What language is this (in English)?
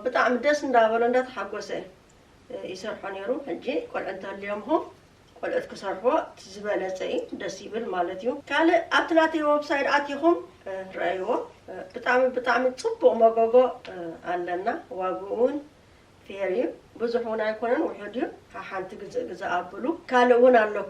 Tigrinya